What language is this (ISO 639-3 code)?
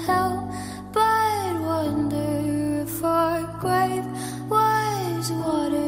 eng